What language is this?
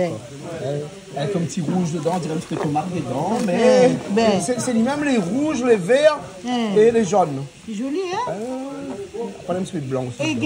Réunion Creole French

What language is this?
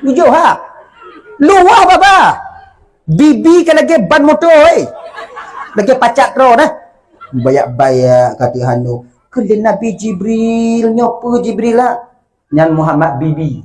Achinese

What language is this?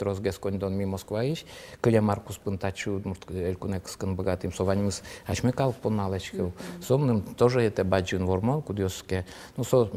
Udmurt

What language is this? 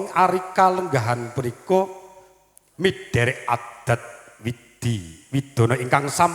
Javanese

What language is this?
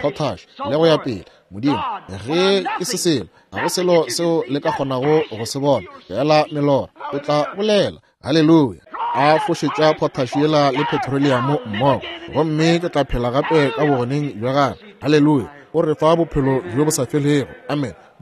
Northern Sotho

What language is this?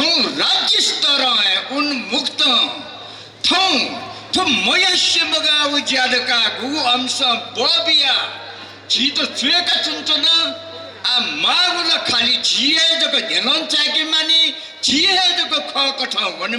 Newari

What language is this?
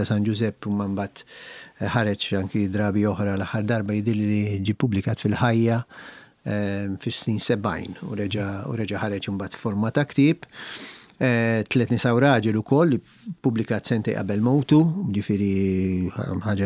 Maltese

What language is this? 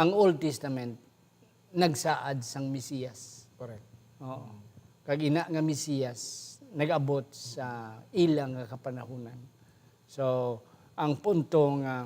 Hiligaynon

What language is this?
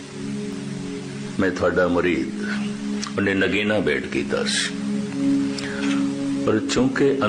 Punjabi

